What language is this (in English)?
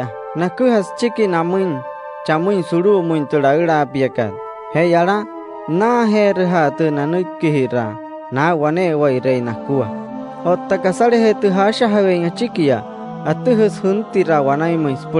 Wayuu